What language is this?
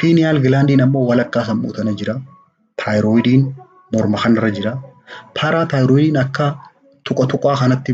Oromo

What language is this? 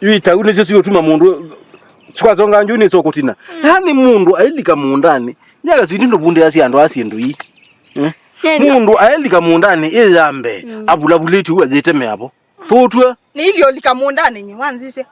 Kamba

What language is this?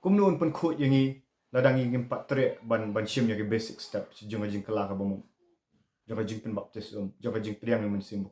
Khasi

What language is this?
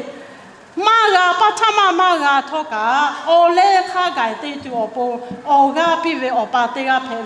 Lahu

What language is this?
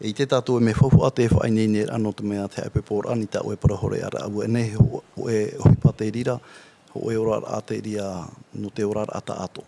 Tahitian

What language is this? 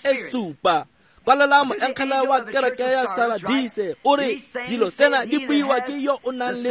Tswana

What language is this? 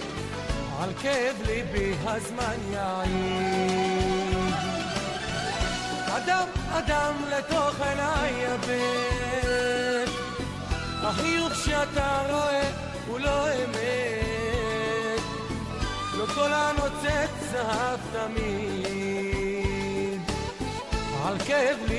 Hebrew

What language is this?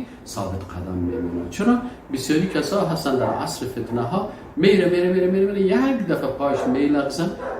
Persian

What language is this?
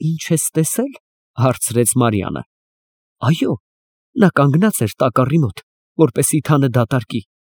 Armenian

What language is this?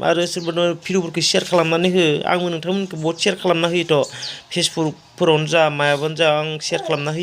Bodo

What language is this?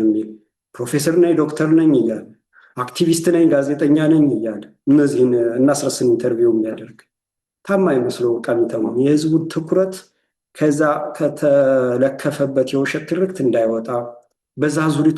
Amharic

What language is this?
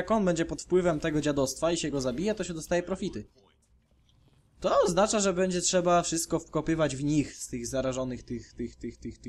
Polish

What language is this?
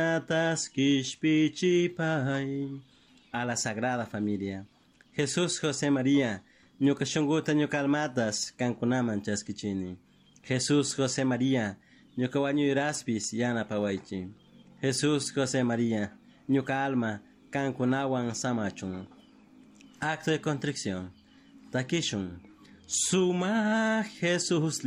Chimborazo Highland Quichua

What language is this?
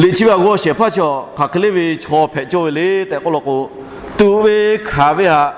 Lahu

